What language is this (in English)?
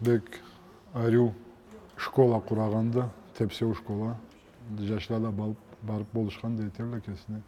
Karachay-Balkar